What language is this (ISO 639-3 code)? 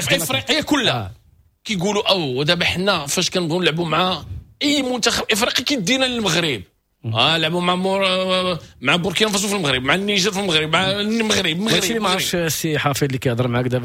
ary